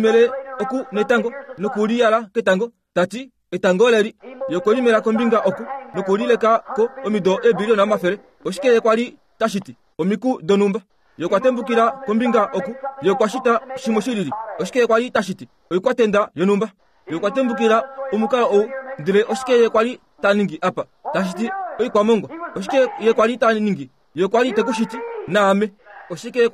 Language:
Kuanyama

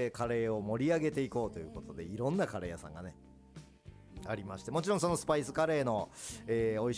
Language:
Japanese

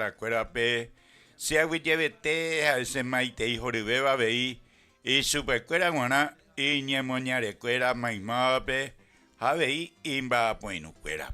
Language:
Guarani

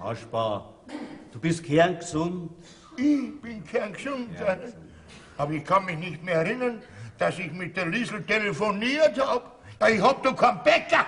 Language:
Bavarian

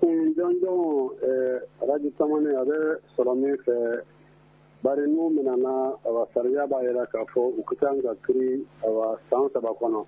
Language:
Bambara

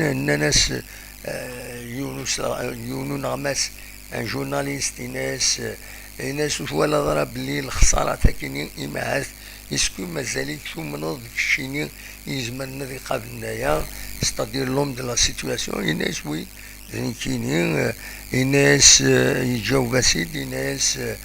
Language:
Kabyle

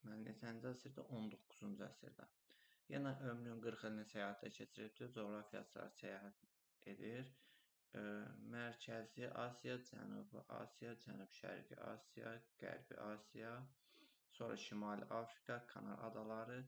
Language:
Azerbaijani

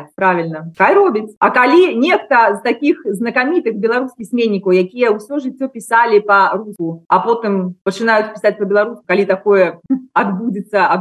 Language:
Belarusian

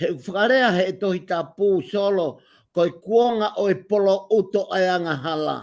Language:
Tongan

